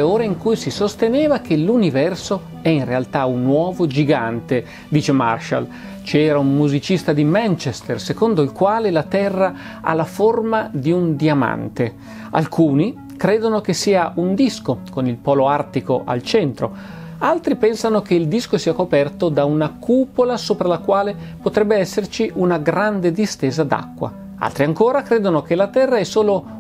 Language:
Italian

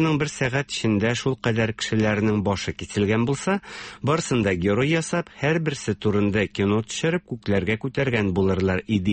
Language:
Tatar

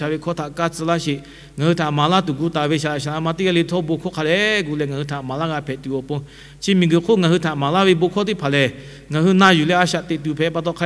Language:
Lahu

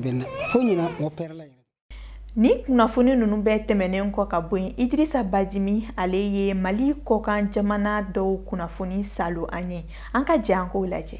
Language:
Bambara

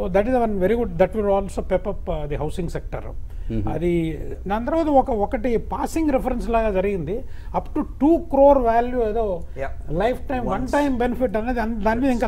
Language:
Telugu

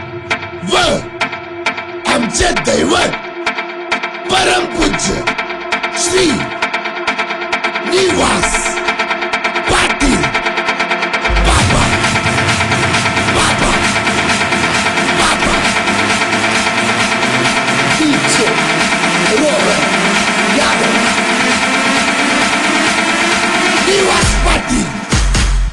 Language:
Marathi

